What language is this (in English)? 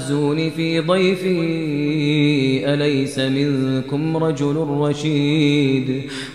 Arabic